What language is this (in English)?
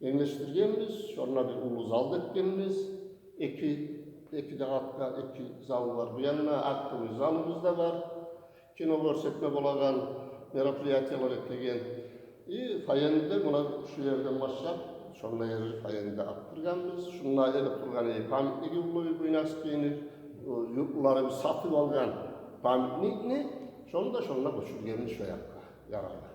Kumyk